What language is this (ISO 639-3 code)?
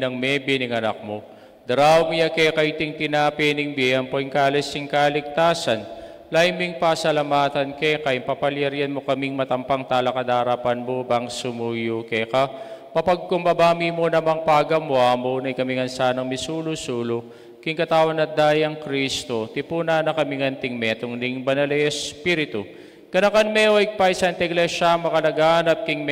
pam